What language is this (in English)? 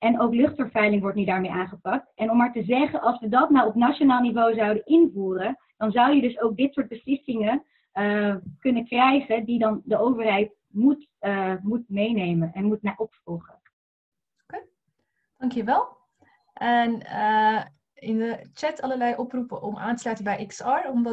Dutch